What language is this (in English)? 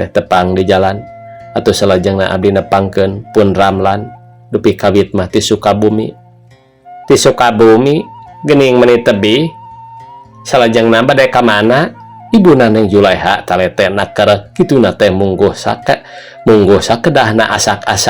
Sundanese